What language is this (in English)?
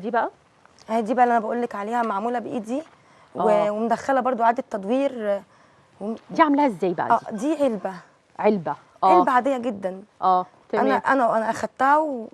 Egyptian Arabic